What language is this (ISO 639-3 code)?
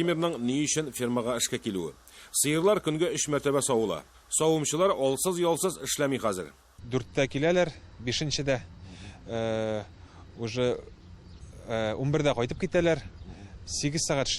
tat